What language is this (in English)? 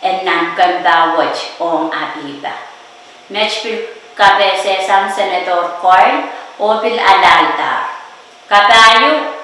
Pohnpeian